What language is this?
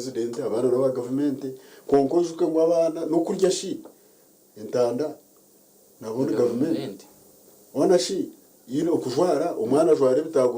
Nyankole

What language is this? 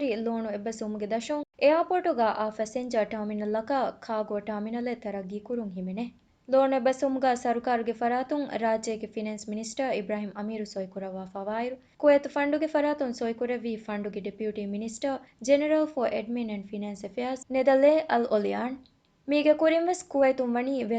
Divehi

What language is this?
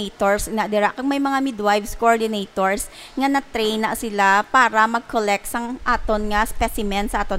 Hiligaynon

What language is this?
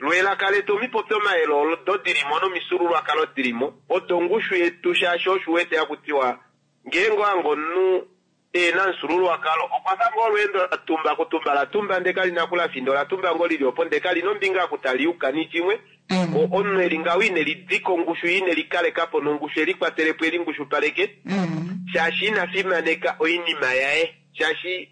Kuanyama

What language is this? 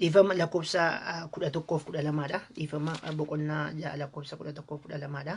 Oromo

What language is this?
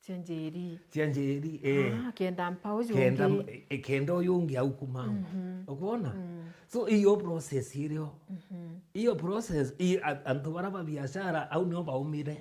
Meru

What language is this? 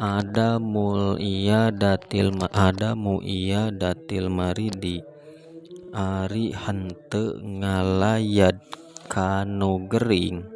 Sundanese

